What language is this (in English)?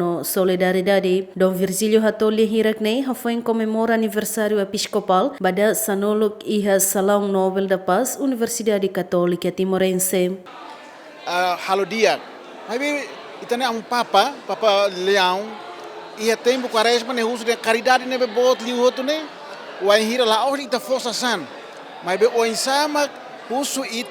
Tetum